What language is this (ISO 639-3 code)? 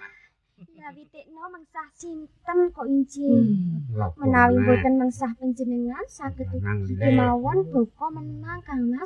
jav